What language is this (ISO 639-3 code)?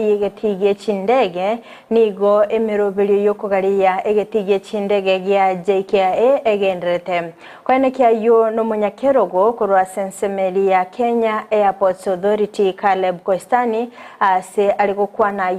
guz